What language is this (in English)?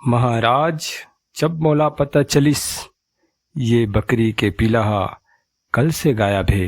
Chhattisgarhi